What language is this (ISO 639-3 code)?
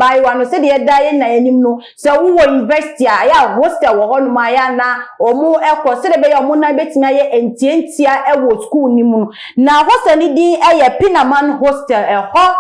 aka